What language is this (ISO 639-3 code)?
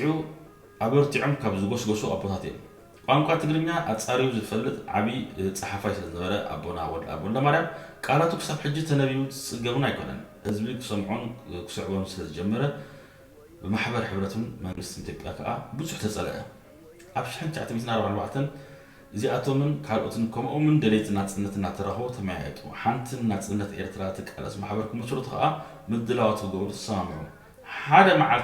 tir